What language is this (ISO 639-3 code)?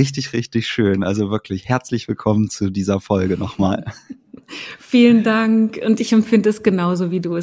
deu